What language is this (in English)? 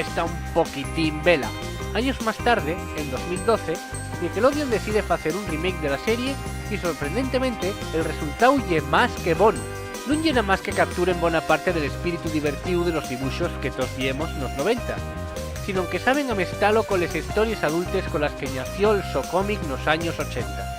Asturian